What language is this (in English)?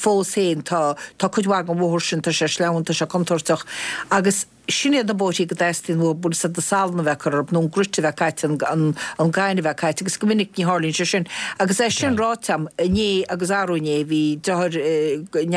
Irish